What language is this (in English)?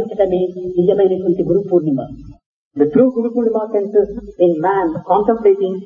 Telugu